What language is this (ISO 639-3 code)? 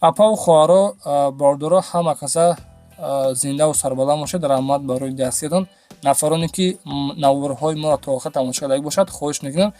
tgk